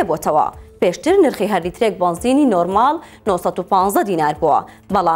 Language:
Central Kurdish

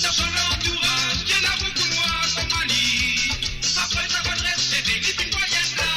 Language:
Morisyen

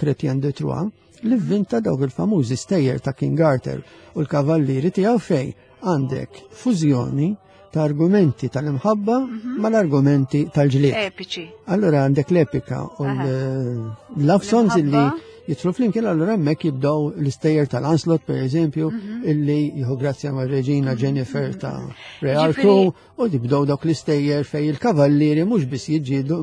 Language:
Maltese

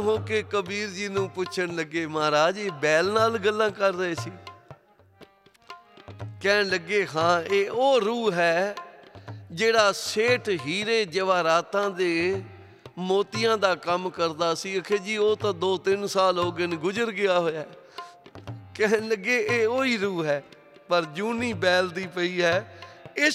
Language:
Punjabi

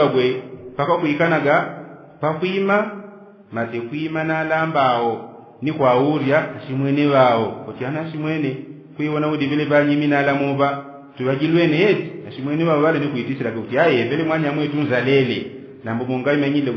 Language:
Yao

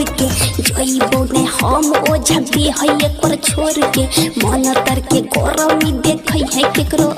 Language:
Maithili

